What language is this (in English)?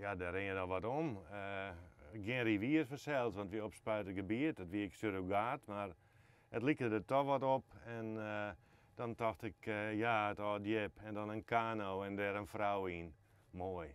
Western Frisian